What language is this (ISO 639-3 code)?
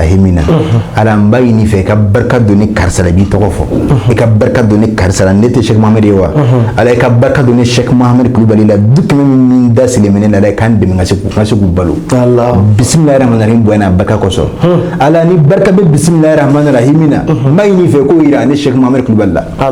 bam